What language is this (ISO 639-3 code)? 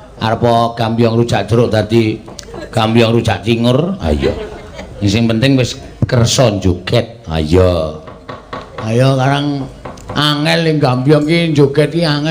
jav